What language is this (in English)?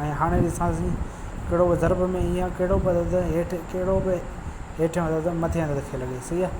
Sindhi